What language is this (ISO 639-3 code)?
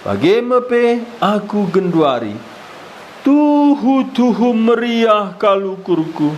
btx